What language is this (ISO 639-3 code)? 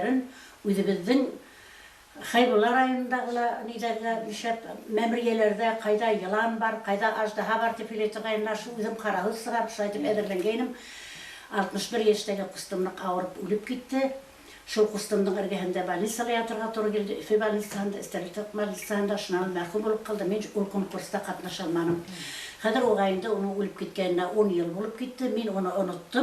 bak